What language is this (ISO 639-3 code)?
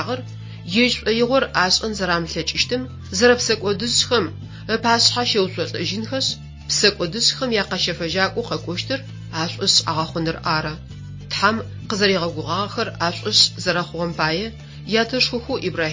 ady